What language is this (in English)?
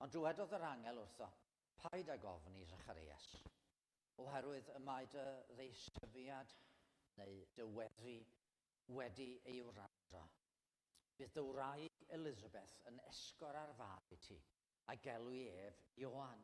Welsh